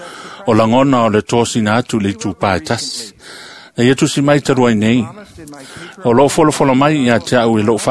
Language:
Samoan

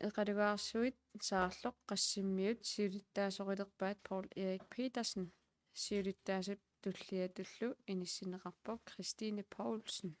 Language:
Kalaallisut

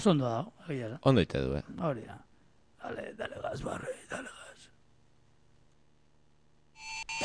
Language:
Basque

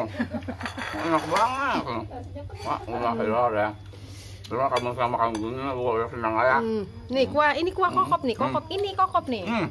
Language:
Betawi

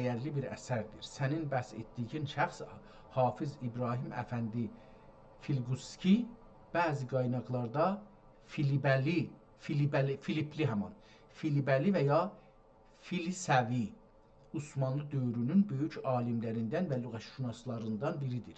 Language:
South Azerbaijani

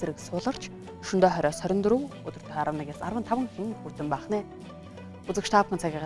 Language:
Mongolian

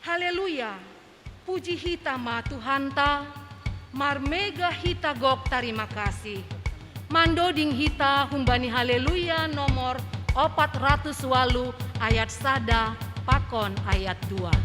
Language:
Batak Simalungun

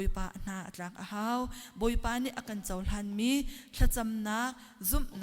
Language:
Hakha Chin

